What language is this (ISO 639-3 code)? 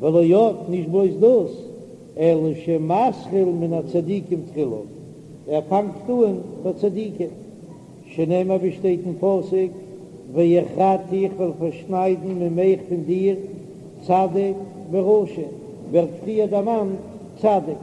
yid